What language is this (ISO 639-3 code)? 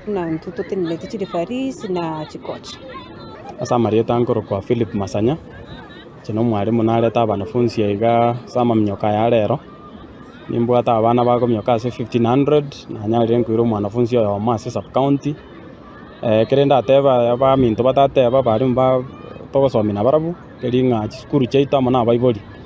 guz